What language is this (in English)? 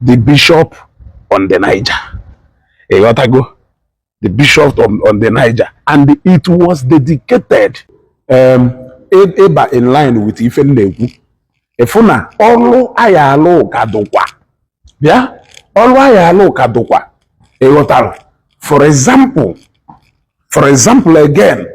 Igbo